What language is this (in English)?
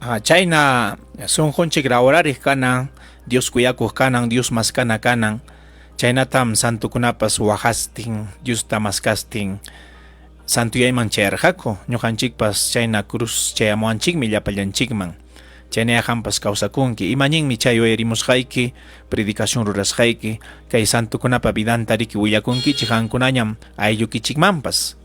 Ayacucho Quechua